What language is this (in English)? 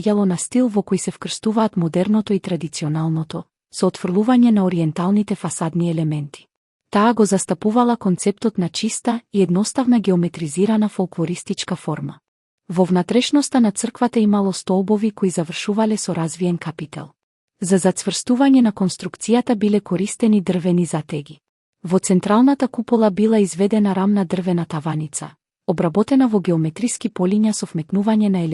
Macedonian